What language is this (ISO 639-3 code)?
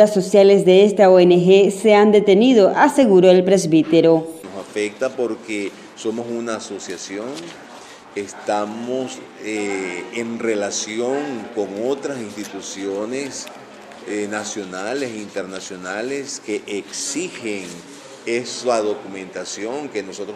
spa